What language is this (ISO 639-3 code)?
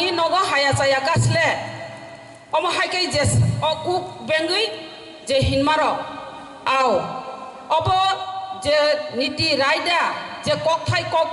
trp